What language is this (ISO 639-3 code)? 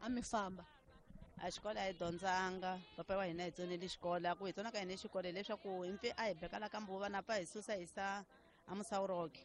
tso